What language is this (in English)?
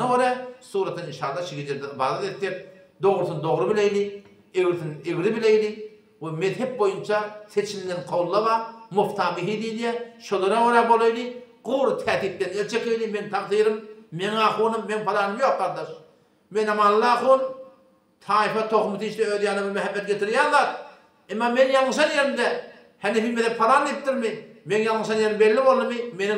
Turkmen